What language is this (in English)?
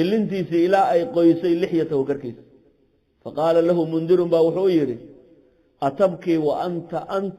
Somali